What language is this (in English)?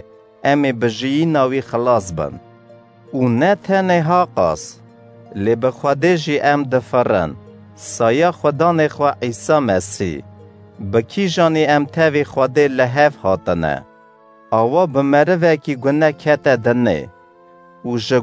Kurdish